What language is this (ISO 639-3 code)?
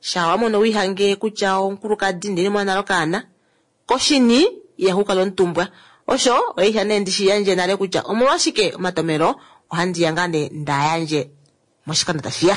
kua